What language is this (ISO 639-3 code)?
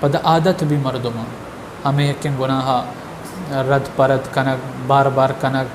bal